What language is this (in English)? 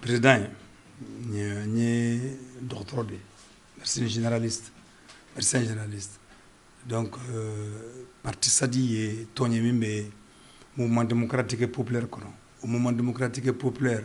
Bambara